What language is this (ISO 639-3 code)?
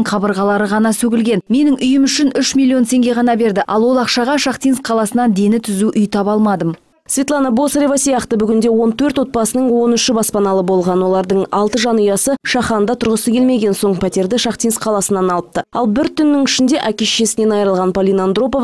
kaz